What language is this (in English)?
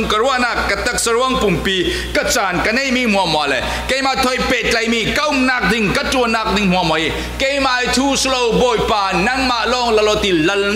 Falam Chin